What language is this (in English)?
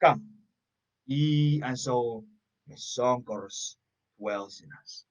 Pohnpeian